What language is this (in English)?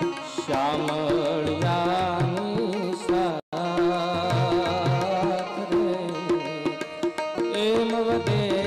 Gujarati